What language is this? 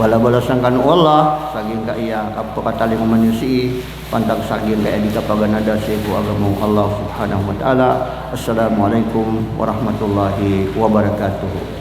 Maranao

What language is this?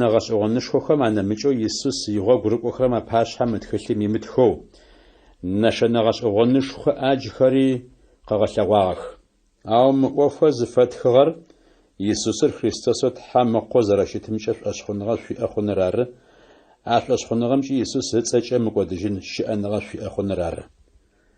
Adyghe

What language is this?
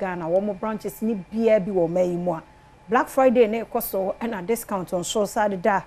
Akan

